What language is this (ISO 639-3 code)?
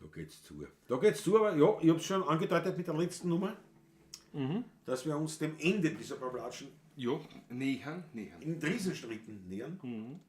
bar